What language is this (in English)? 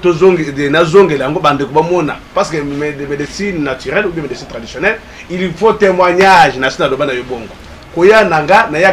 Lingala